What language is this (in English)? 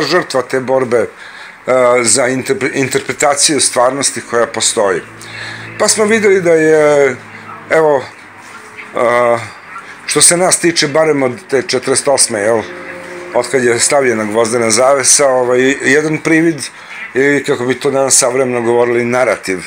Serbian